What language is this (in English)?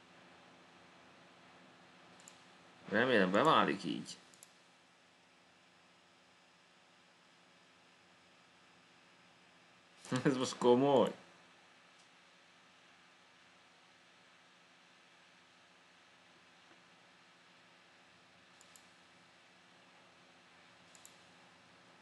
Hungarian